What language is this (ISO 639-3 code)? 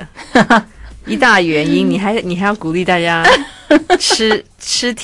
zho